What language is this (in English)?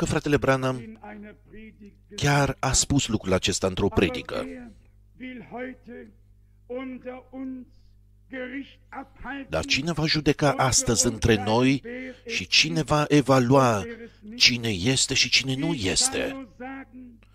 Romanian